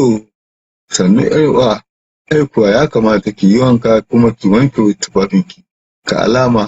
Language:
Hausa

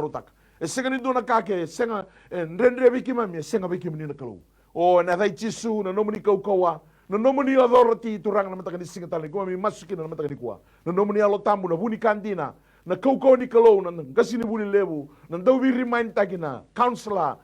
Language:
Fijian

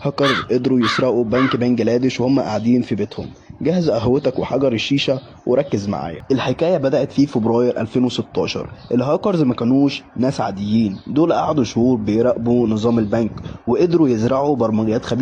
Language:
Egyptian Arabic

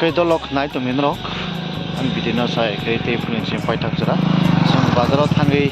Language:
Kok Borok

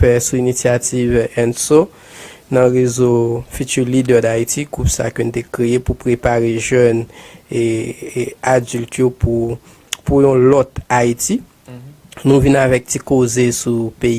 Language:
Haitian Creole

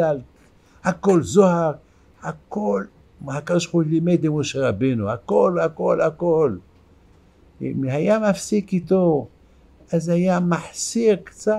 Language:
Hebrew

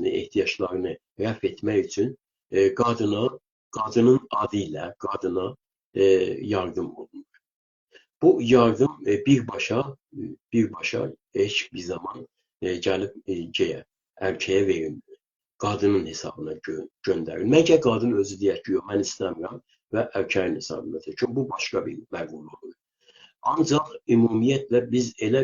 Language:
South Azerbaijani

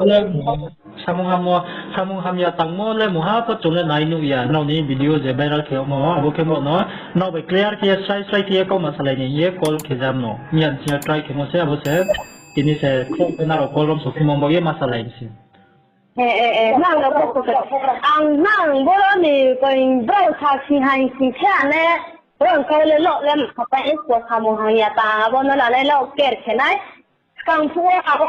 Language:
Riang (India)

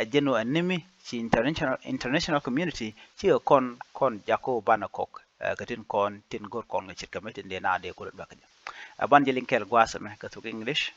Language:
Nuer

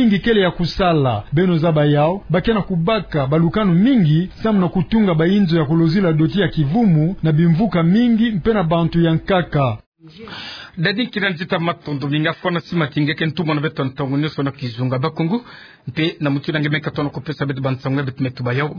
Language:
Kituba (Democratic Republic of Congo)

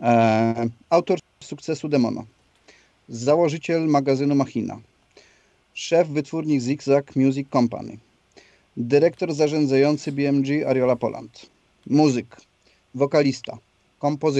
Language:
Polish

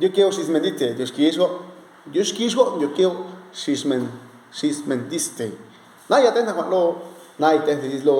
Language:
Zapotec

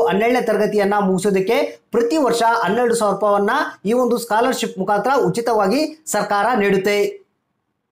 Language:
Kannada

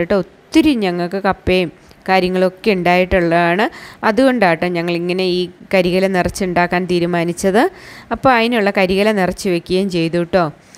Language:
Malayalam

